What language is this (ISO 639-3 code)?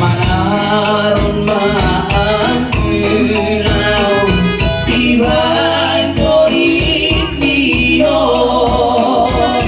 bbc